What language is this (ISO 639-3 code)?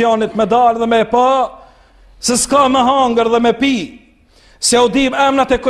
sqi